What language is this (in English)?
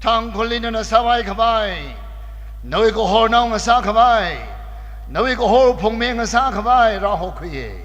Tangkhul Naga (India)